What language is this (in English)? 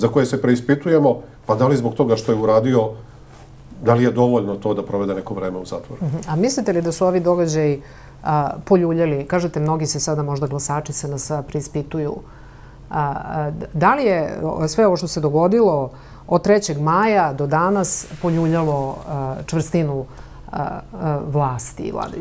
Serbian